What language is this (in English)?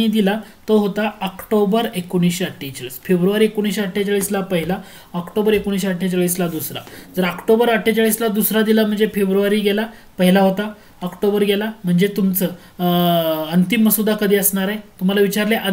Marathi